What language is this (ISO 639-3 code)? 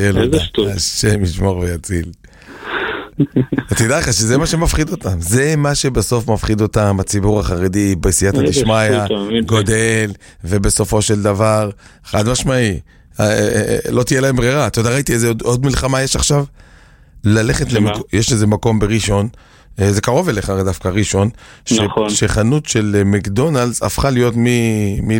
heb